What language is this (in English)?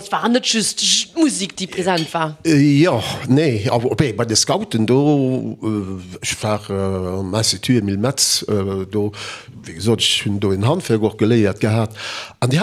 Luxembourgish